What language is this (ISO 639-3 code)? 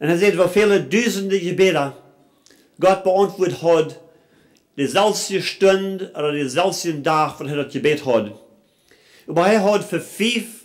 pdt